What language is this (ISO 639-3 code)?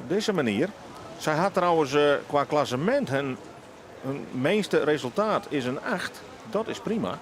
fry